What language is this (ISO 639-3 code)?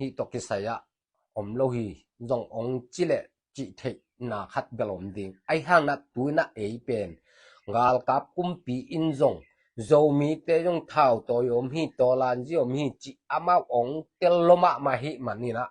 ctd